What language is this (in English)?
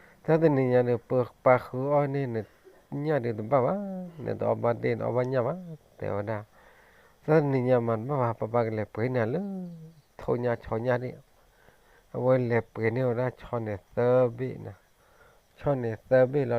S'gaw Karen